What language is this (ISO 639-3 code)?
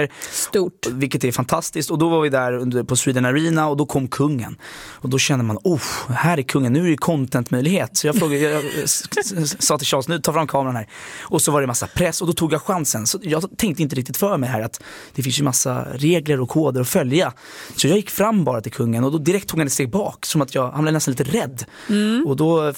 swe